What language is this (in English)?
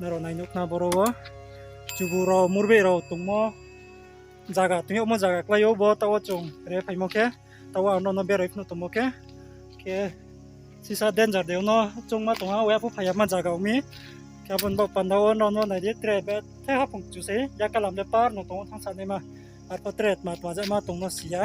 Riang (India)